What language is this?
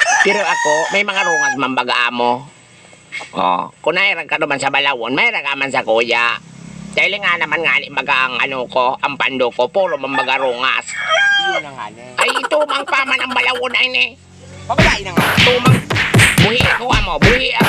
Bikol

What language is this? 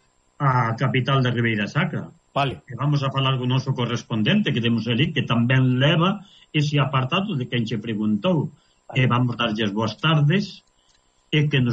Galician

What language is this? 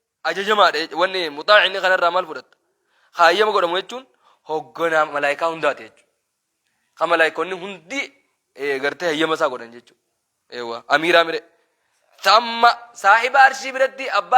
Oromo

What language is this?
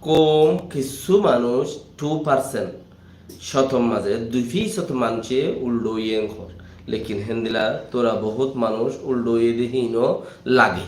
Rohingya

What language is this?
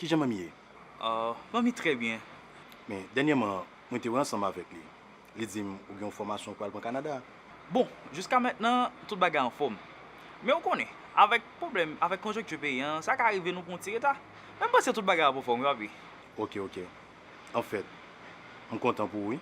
Haitian Creole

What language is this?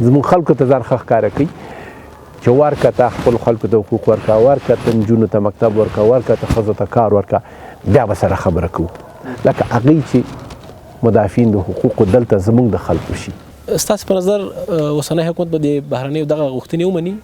Pashto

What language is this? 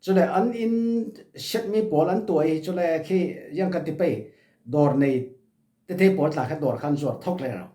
Falam Chin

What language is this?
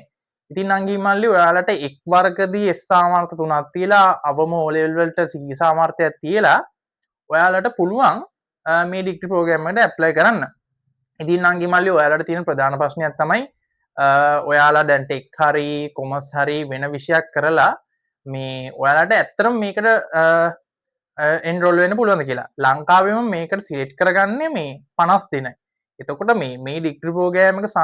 Sinhala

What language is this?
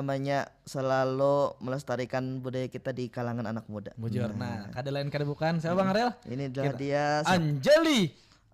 Banjar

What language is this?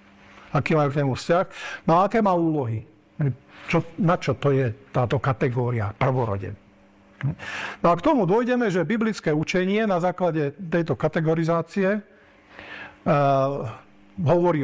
Slovak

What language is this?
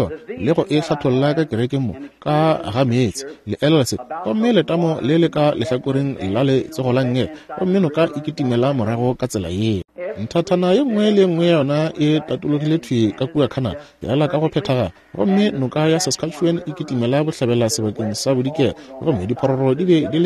Northern Sotho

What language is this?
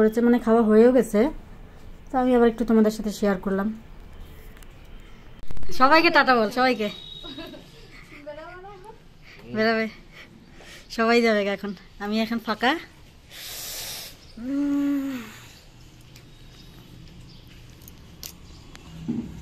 Bangla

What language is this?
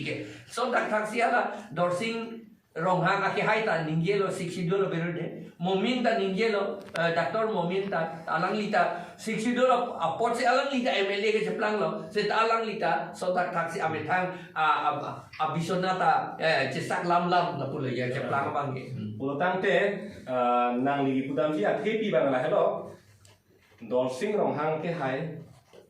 Karbi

